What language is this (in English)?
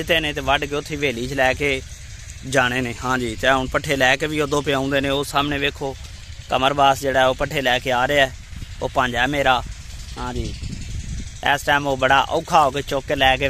Punjabi